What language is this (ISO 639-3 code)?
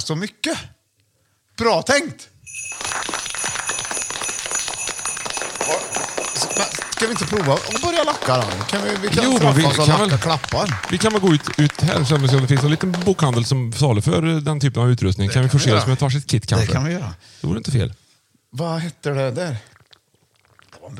swe